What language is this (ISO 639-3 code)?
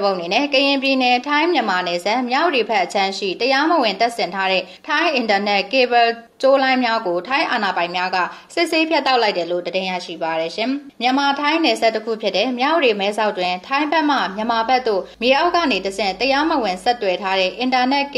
mya